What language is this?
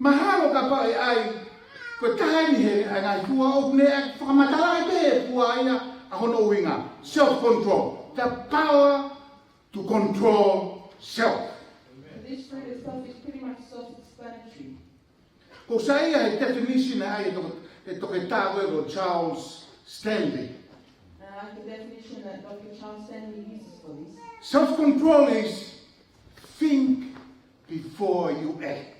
Tongan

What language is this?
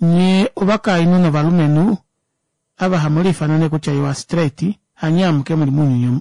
Kuanyama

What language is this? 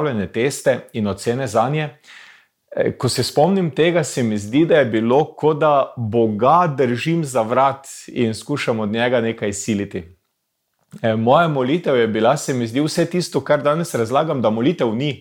Slovenian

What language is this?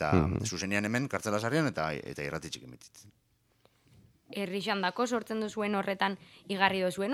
Basque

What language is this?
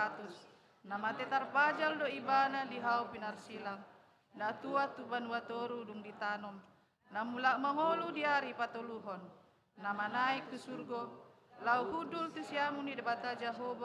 Batak Toba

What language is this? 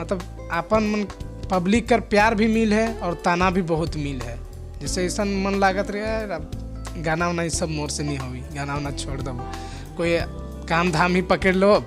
Sadri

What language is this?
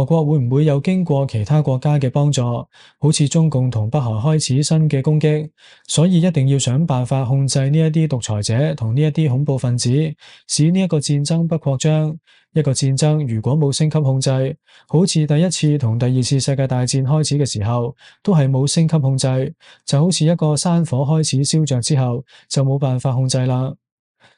Cantonese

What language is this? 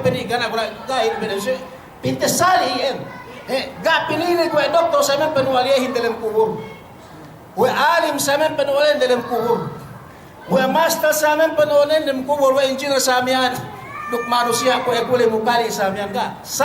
Yakan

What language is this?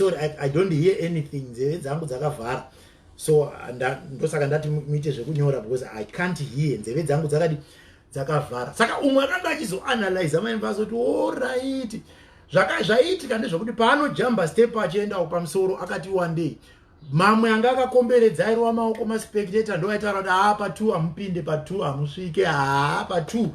Shona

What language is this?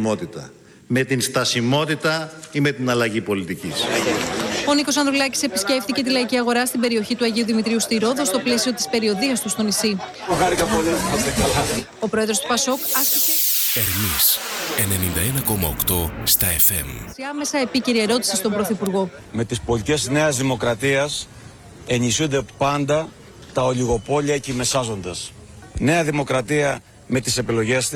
Greek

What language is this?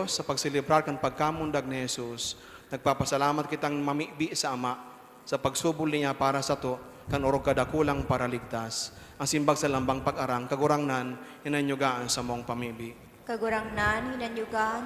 Bikol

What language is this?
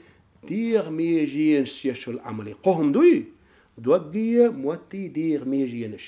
Chechen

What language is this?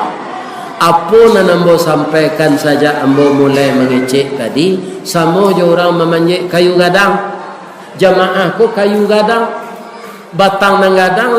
Minangkabau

